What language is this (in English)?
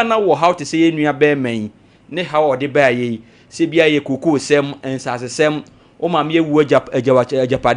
Akan